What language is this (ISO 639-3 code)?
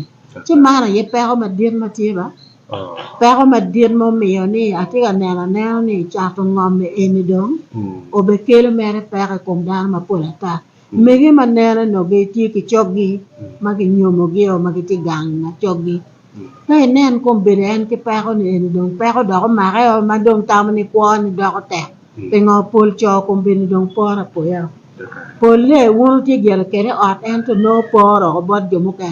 ach